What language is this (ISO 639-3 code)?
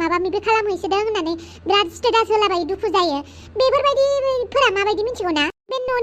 brx